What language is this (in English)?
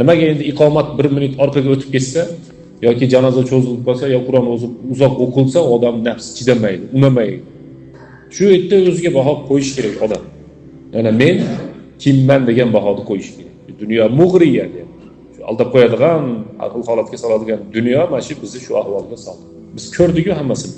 Uzbek